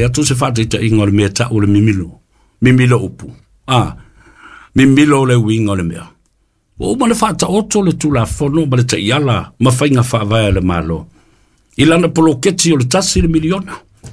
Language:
Samoan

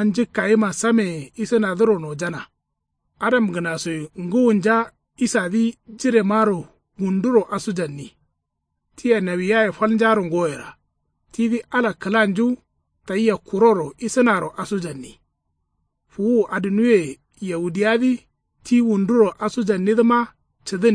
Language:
Kanuri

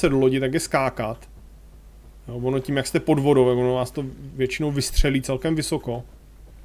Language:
Czech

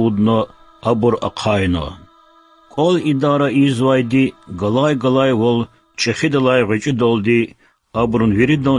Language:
Lezghian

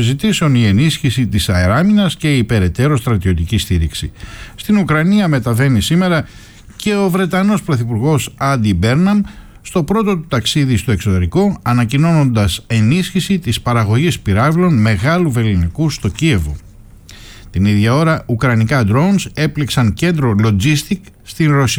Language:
Greek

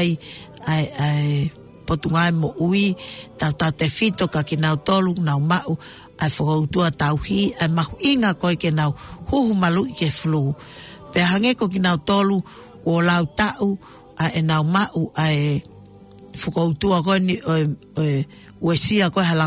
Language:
Tongan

